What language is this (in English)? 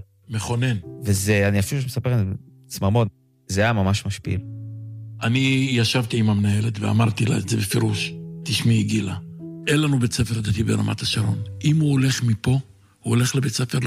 Hebrew